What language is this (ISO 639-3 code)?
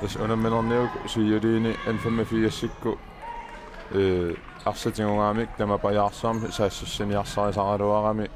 kal